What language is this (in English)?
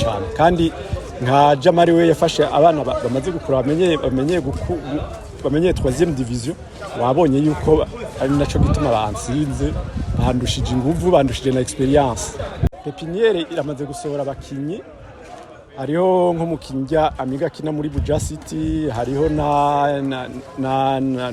Rundi